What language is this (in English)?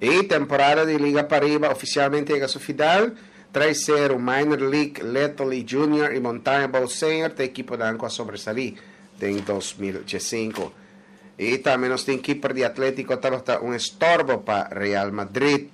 Papiamento